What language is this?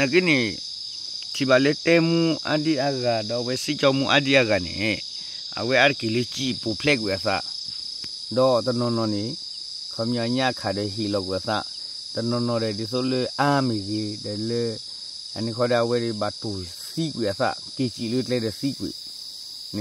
S'gaw Karen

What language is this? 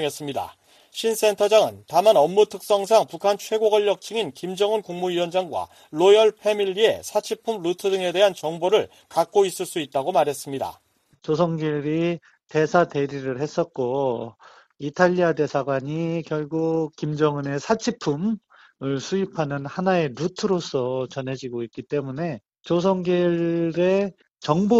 Korean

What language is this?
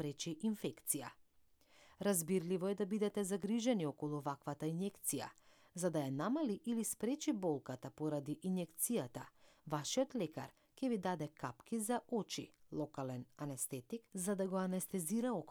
Macedonian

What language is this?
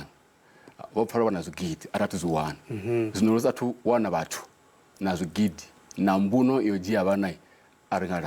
Venda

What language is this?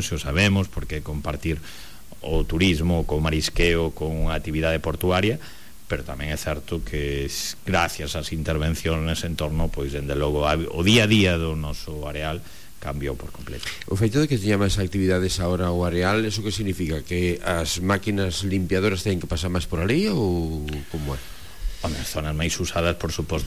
Galician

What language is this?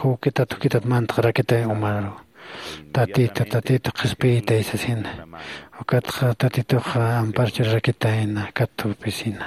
Aymara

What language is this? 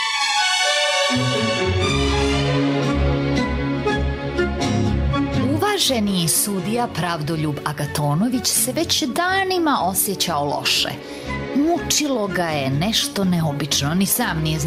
Serbian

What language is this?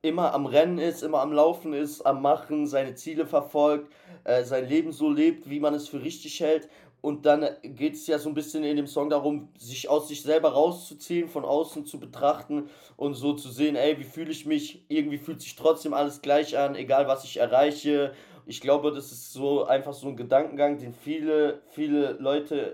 German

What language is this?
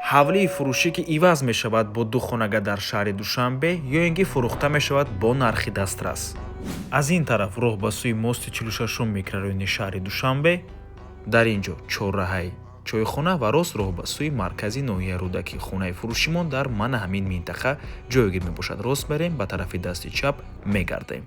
Tajik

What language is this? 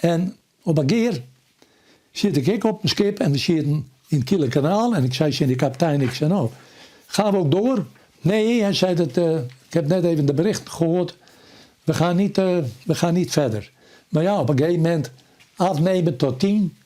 Western Frisian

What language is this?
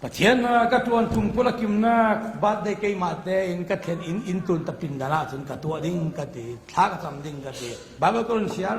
Falam Chin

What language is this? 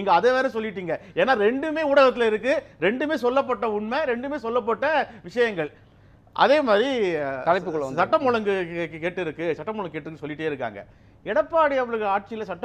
Tamil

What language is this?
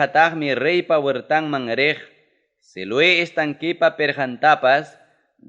Ayacucho Quechua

